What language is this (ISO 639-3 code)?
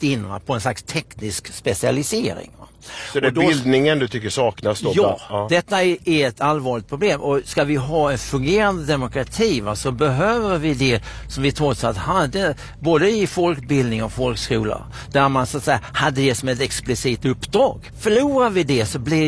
swe